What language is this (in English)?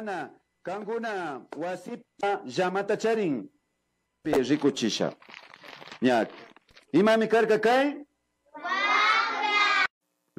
Imbabura Highland Quichua